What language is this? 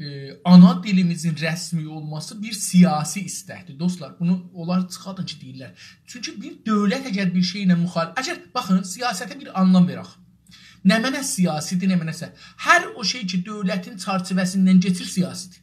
South Azerbaijani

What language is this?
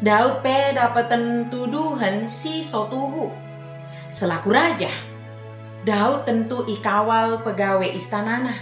Batak Dairi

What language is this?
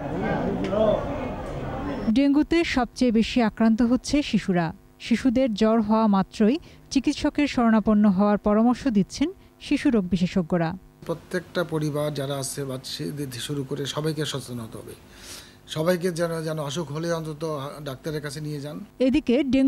Bangla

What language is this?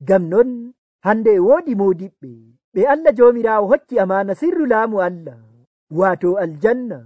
Nigerian Fulfulde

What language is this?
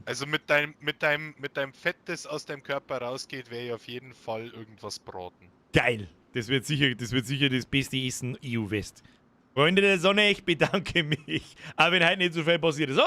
Bavarian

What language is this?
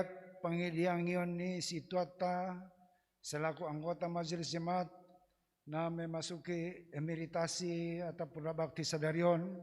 Batak Simalungun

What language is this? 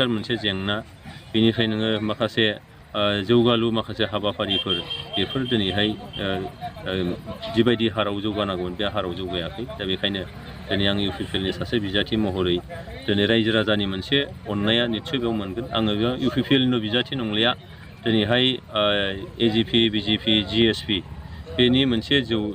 Bodo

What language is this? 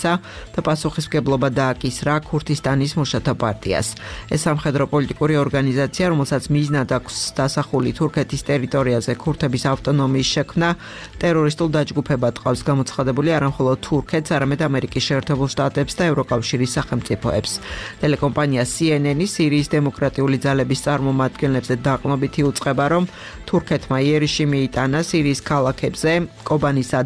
Georgian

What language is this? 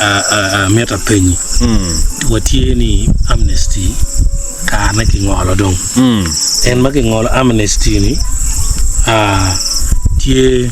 Acoli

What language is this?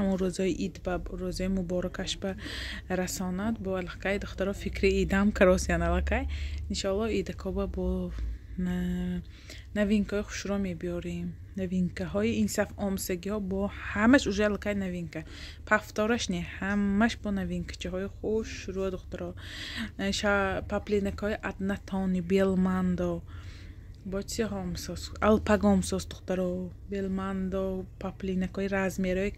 Tajik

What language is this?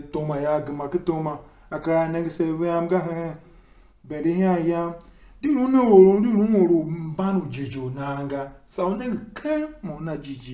Tiv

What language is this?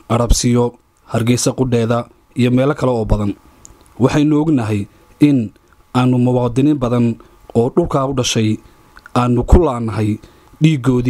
Somali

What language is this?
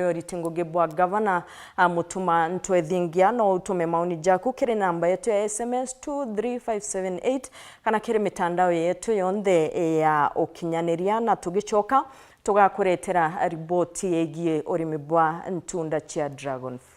Meru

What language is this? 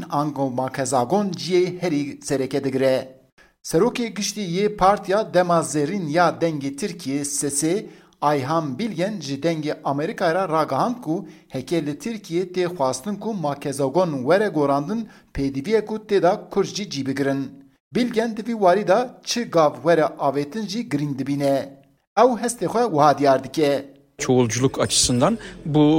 Kurdish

